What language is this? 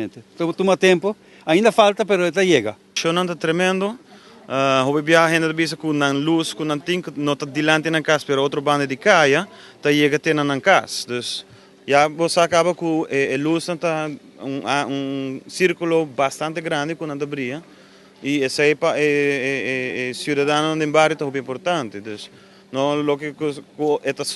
Papiamento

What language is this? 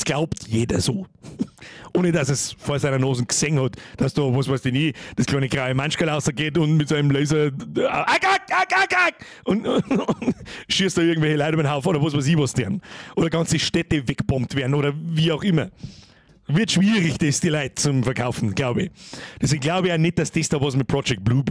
Bavarian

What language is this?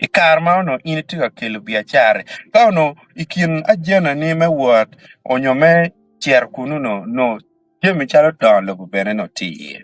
Acoli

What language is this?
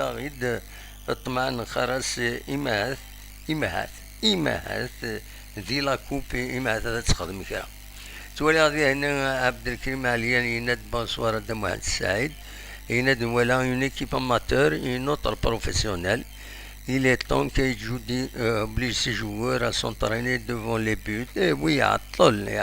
Kabyle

